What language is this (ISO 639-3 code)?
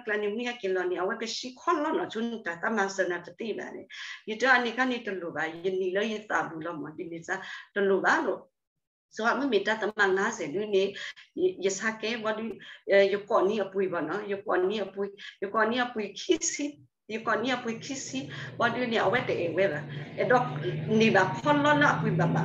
ksw